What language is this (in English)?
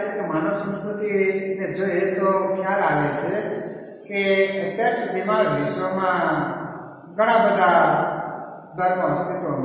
Gujarati